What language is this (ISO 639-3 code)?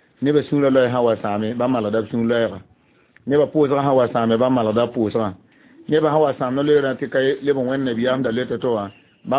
mos